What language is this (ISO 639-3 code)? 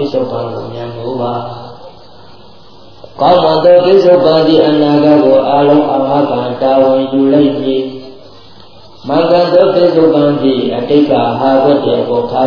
mya